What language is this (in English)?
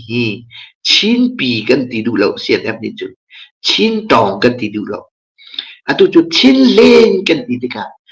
Hakha Chin